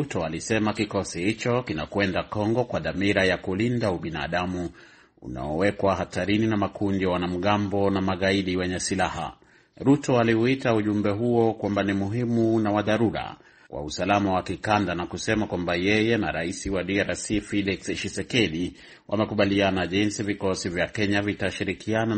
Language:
Swahili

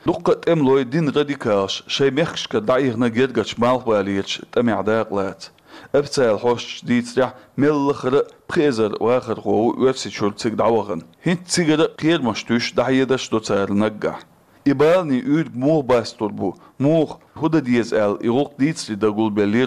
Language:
Chechen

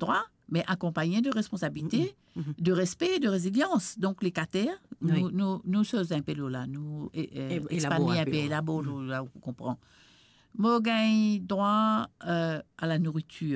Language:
Morisyen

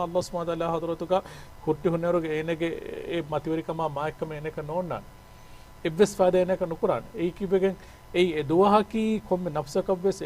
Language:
Divehi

